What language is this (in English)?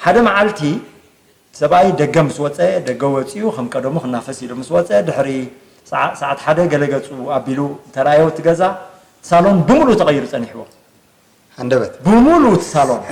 Tigrinya